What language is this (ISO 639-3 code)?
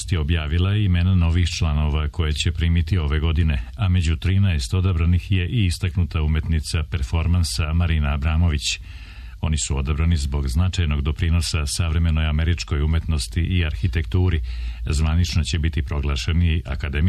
srp